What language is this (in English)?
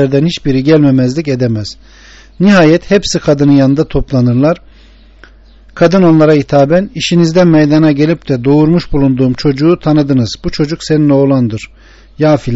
Turkish